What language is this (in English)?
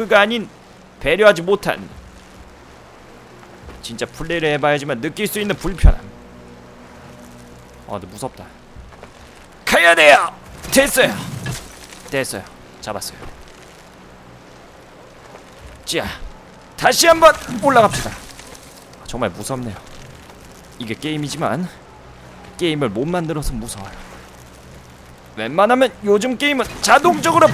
Korean